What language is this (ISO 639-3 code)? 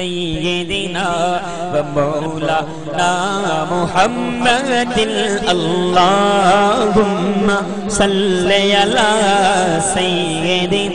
skr